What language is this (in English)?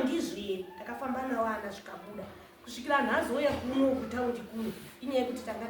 Shona